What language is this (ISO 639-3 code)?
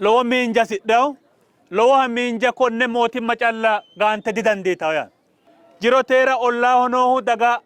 sid